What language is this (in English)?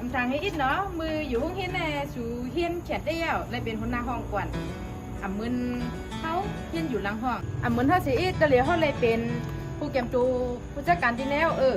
Shan